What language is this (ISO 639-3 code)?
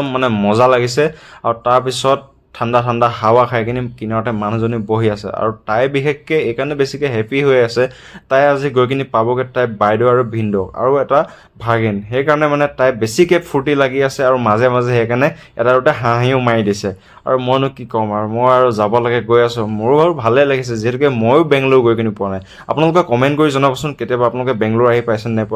asm